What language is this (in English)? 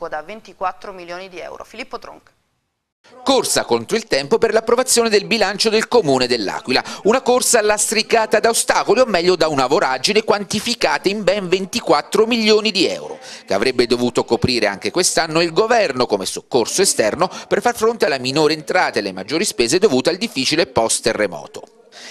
Italian